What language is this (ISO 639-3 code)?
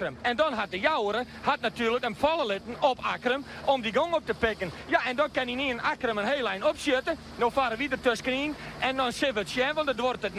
fry